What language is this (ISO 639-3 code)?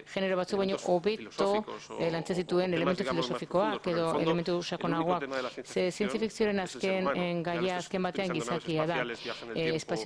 eus